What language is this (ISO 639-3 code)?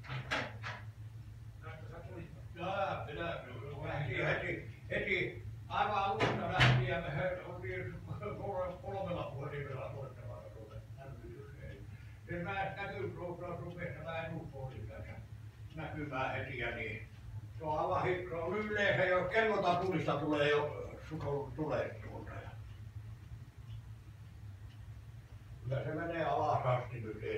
swe